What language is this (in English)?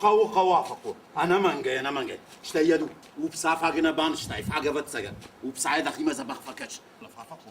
Ossetic